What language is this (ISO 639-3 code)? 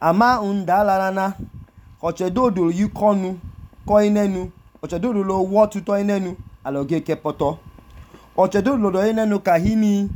idu